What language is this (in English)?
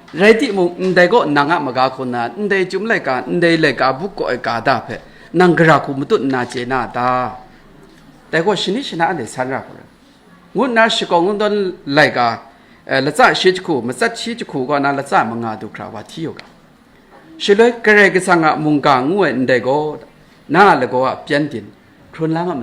Kachin